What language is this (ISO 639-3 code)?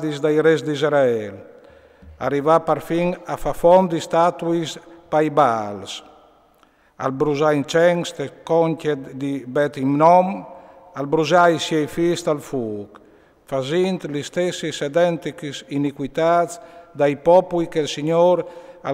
fur